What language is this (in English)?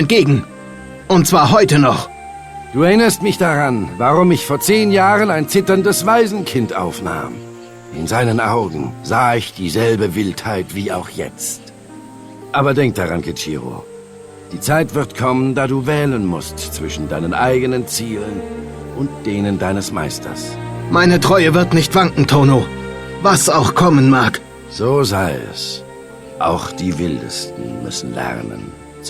Bavarian